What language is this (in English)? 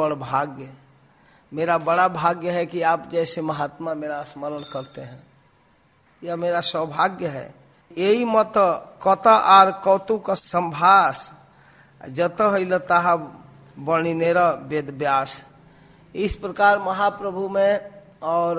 Hindi